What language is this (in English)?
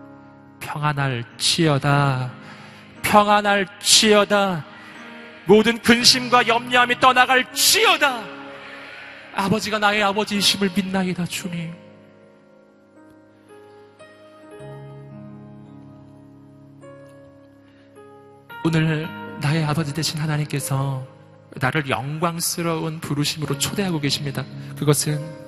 Korean